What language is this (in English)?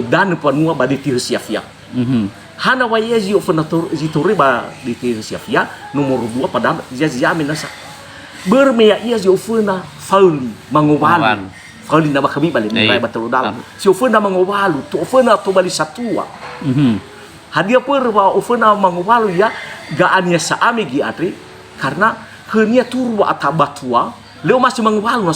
Nias